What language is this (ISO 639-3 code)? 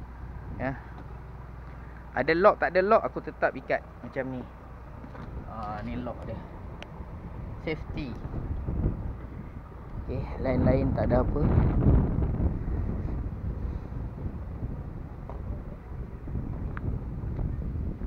msa